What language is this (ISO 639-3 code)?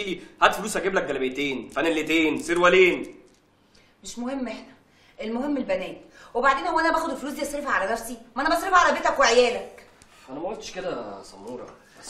arz